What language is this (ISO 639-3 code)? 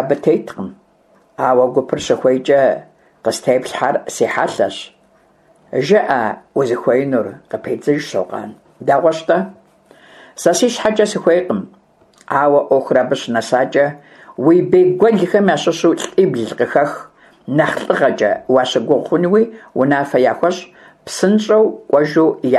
kbd